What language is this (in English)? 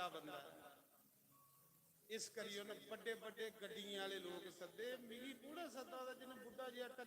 Dogri